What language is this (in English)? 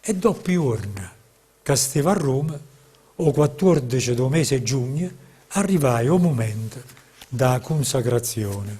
Neapolitan